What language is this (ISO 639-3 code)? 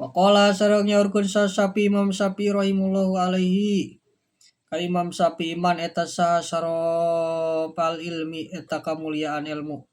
sun